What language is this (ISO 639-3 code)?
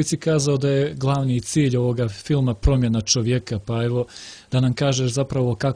srp